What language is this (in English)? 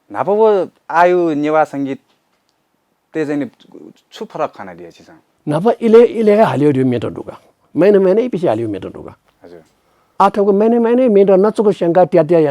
Newari